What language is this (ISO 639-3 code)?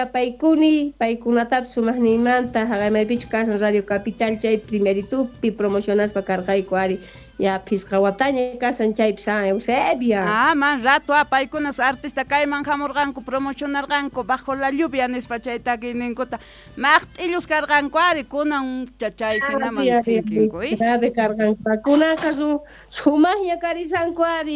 quh